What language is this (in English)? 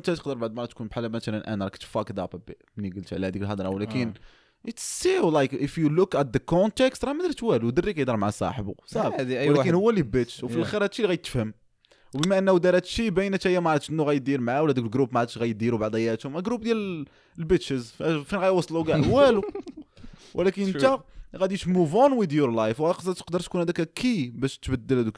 Moroccan Arabic